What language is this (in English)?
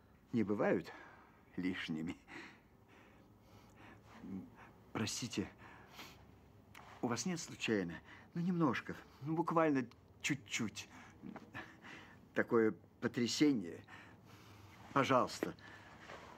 Russian